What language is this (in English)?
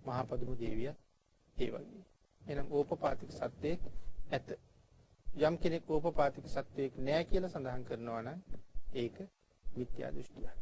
Sinhala